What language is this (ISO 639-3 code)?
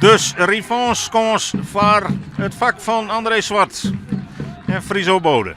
fry